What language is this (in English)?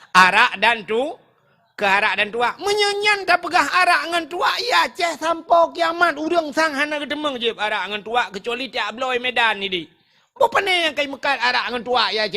Achinese